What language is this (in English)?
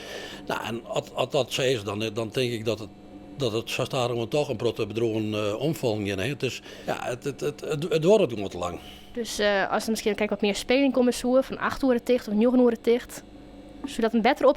Western Frisian